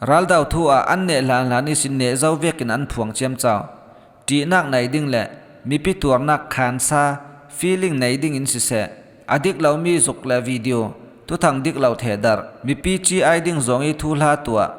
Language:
Falam Chin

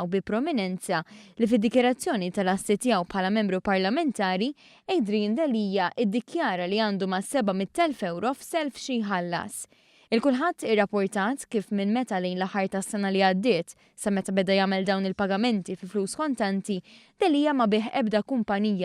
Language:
Maltese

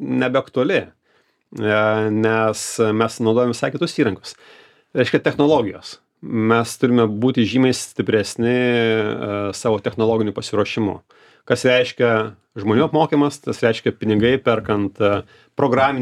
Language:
Lithuanian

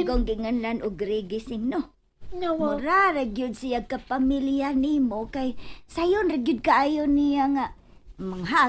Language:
Cebuano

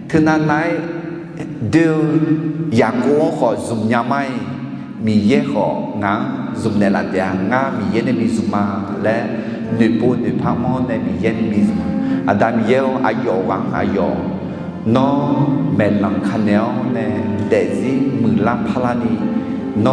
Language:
Akha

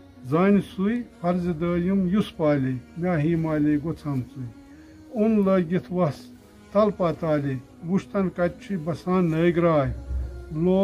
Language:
Kashmiri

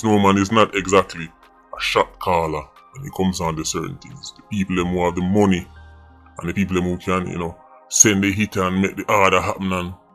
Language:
Jamaican Creole English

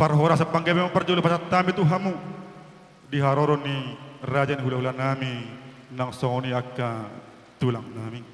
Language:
Batak Toba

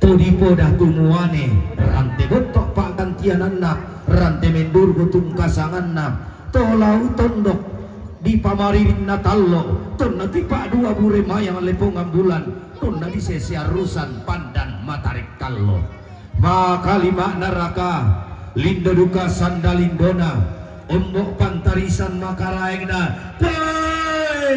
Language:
Toraja-Sa'dan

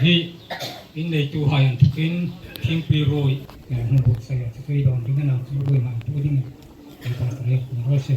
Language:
Hmar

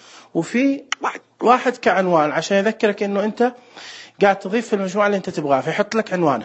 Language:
Najdi Arabic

